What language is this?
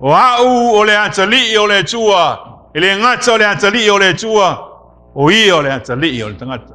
Samoan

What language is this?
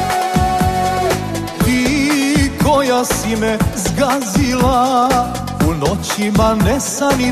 Croatian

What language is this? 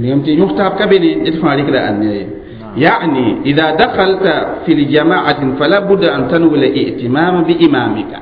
Mossi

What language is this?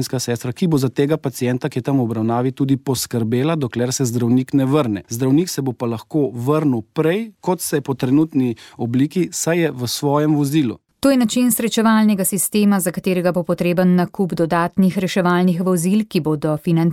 Slovenian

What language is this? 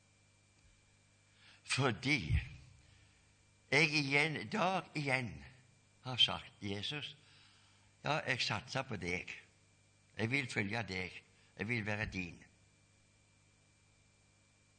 Norwegian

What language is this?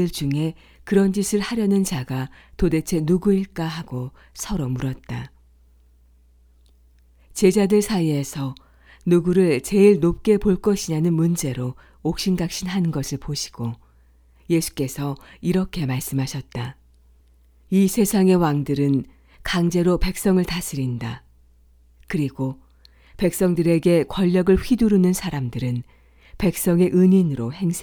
Korean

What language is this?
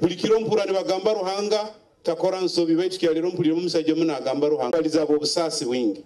Nyoro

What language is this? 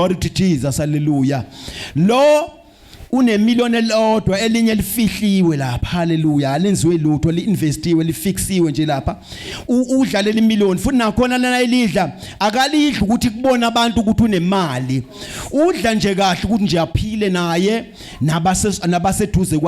Zulu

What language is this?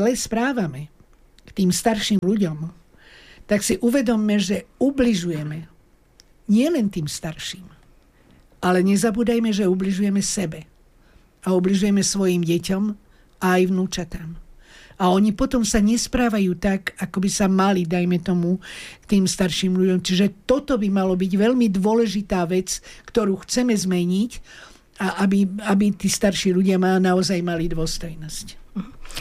Slovak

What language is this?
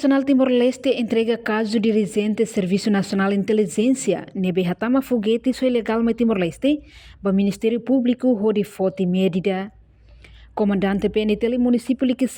Tetum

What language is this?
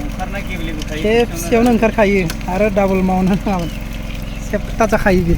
Bodo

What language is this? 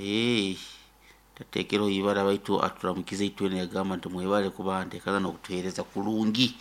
Nyankole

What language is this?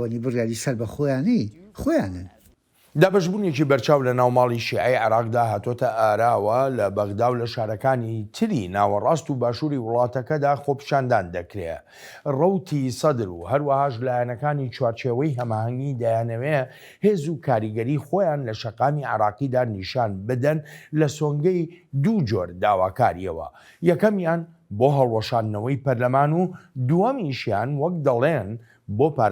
Central Kurdish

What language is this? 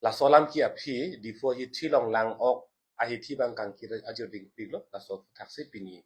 Karbi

